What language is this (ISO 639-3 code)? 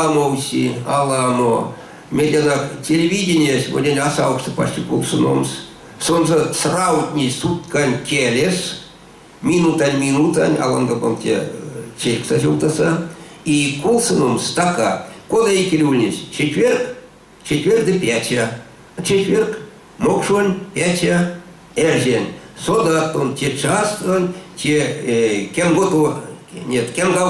myv